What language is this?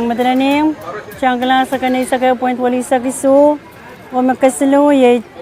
Pohnpeian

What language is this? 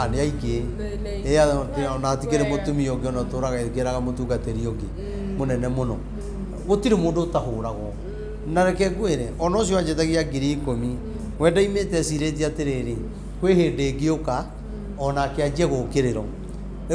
Kikuyu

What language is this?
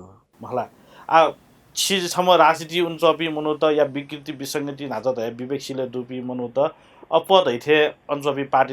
Newari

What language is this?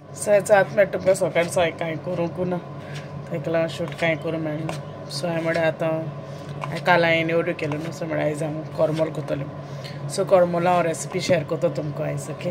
Konkani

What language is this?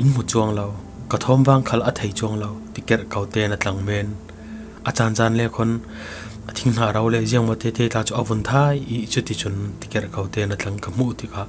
Falam Chin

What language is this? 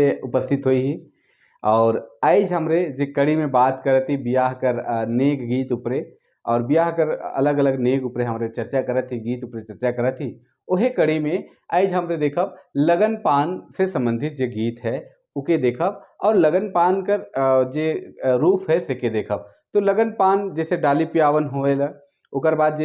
Sadri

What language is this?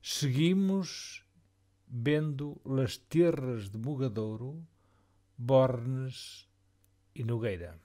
Mirandese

